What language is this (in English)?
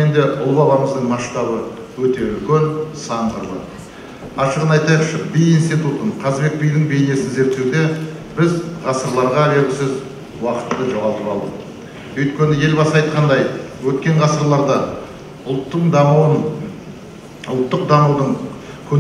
Kazakh